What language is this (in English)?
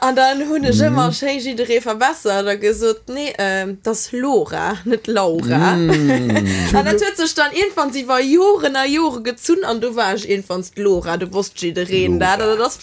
Luxembourgish